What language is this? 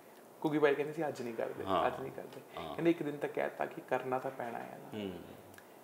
Punjabi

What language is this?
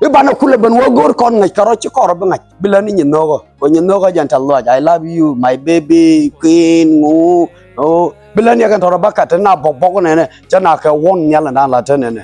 Nuer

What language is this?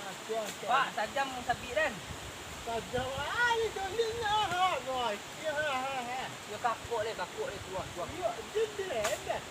Minangkabau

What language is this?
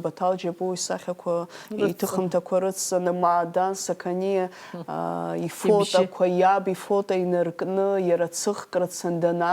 Abkhazian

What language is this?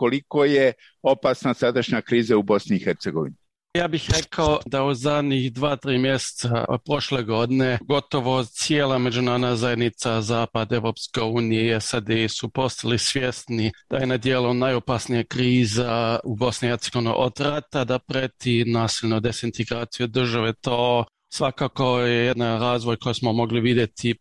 Serbian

